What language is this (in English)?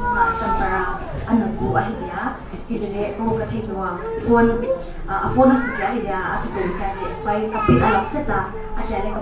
Paite Chin